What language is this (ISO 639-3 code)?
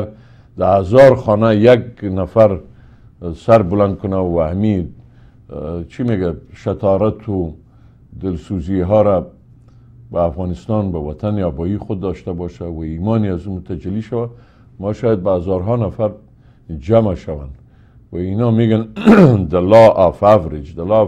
fas